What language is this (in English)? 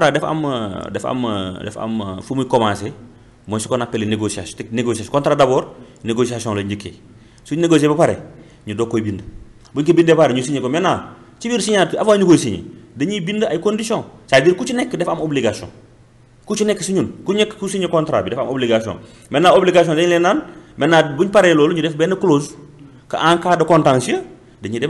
Wolof